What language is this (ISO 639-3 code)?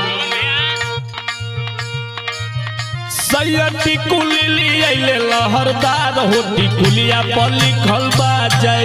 bho